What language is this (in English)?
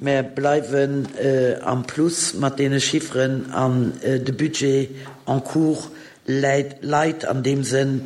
Luxembourgish